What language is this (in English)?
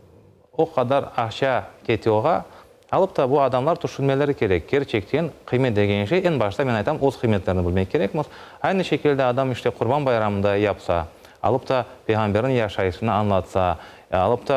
Crimean Tatar